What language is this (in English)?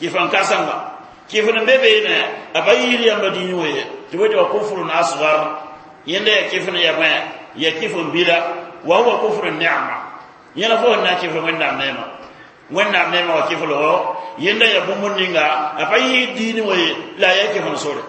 Mossi